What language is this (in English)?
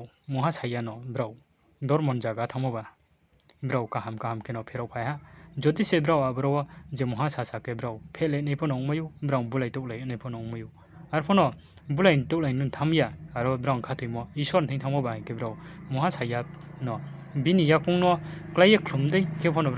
Riang (India)